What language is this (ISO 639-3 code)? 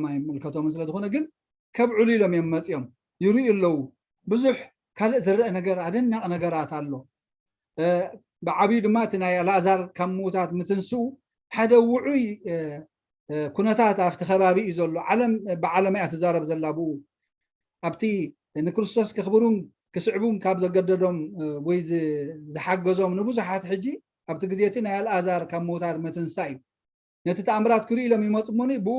tir